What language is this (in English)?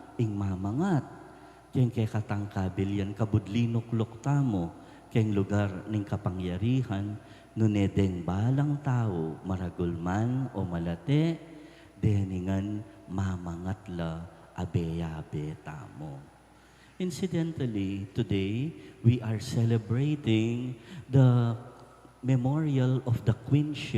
Pampanga